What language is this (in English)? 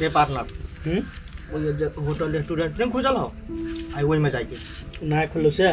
Maithili